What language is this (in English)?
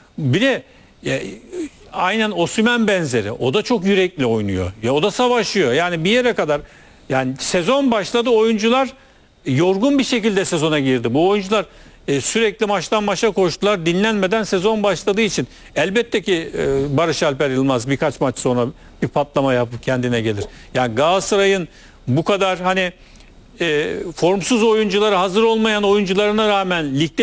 Turkish